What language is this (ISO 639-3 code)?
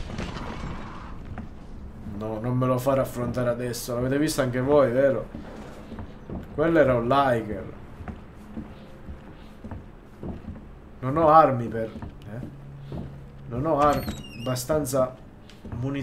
ita